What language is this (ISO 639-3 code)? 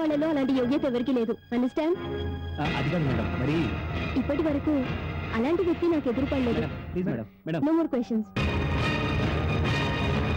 tel